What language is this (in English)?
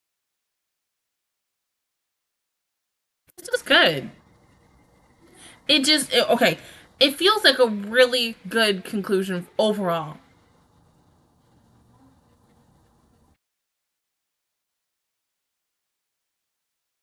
English